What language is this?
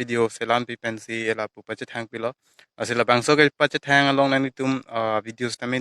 Karbi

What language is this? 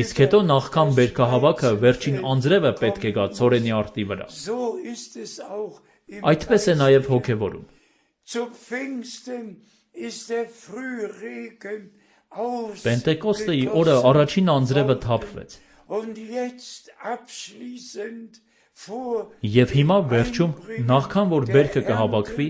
Armenian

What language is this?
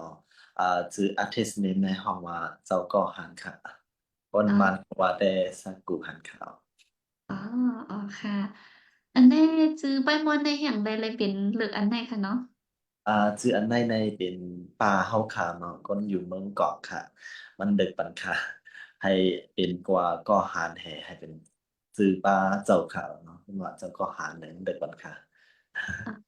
Shan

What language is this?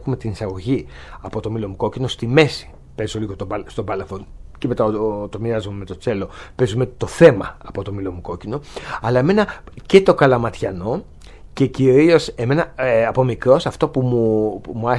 Greek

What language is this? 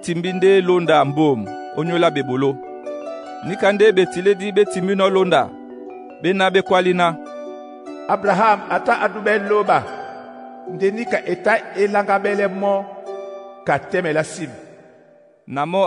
Duala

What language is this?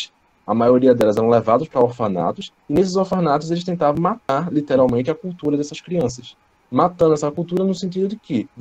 Portuguese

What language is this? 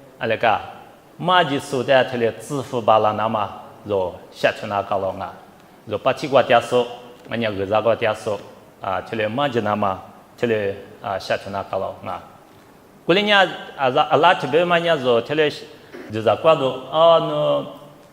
Lisu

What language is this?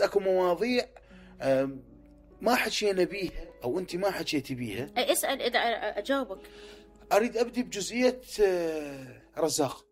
Mesopotamian Arabic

